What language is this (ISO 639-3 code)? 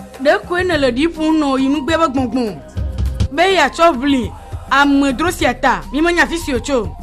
ewe